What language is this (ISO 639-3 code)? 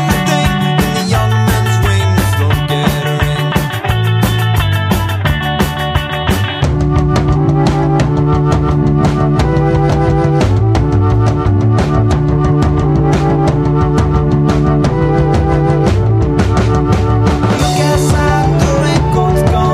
ita